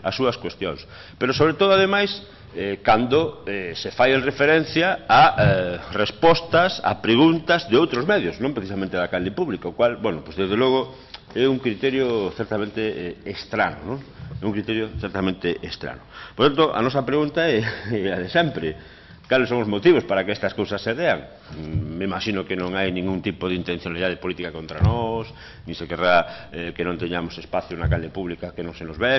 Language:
Galician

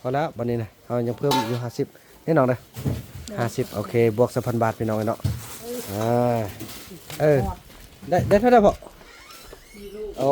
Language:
Northeastern Thai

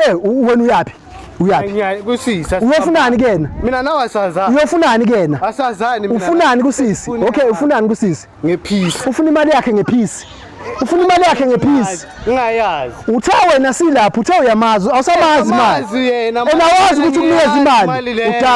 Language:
Zulu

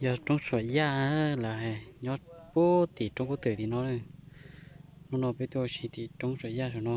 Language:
Hmong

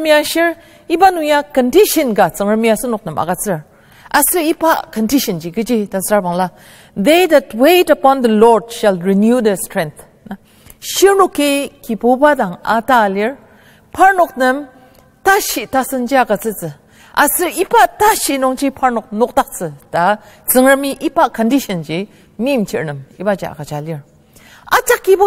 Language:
Ao Naga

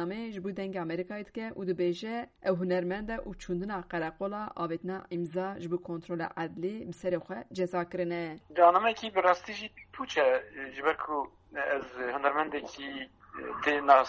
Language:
Kurdish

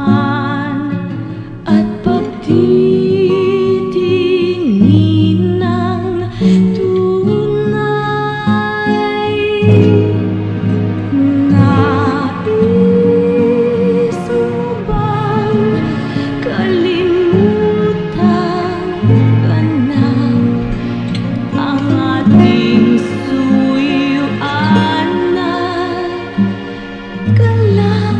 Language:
Filipino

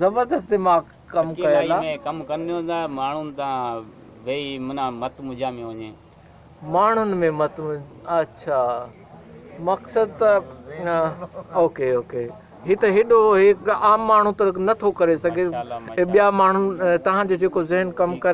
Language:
Sindhi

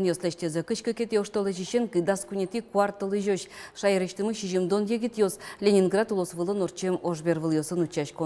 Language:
Udmurt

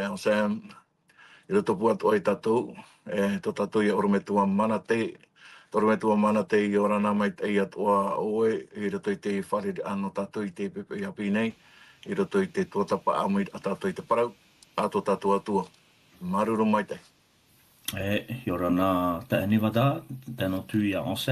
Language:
Tahitian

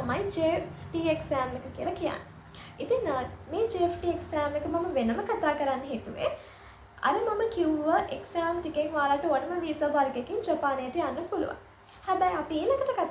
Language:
Sinhala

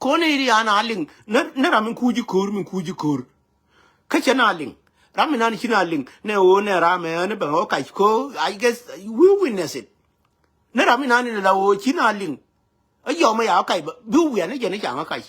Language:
Nuer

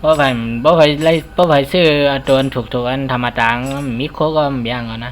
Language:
Shan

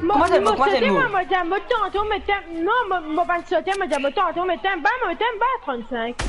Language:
Morisyen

